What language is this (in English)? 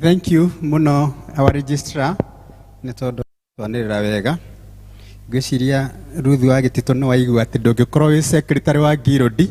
Kikuyu